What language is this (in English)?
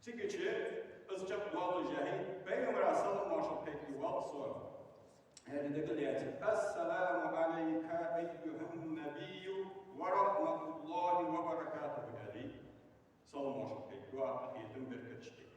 Ingush